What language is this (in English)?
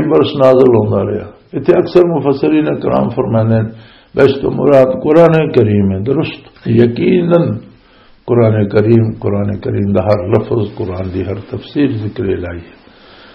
Western Panjabi